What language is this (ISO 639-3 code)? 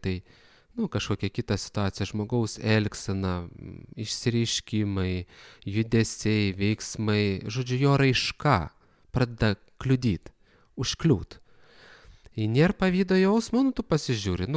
lit